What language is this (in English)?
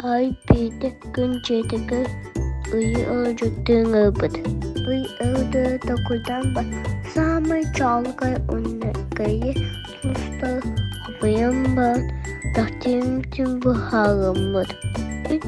Yakut